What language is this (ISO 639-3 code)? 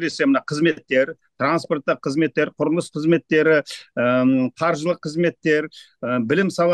kaz